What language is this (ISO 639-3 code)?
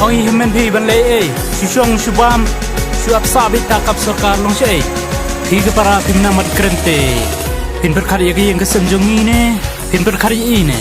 kha